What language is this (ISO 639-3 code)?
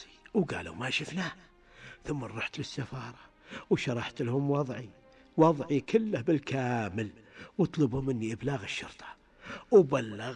ars